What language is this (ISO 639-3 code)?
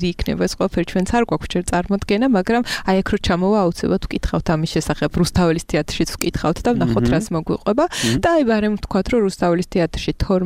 kat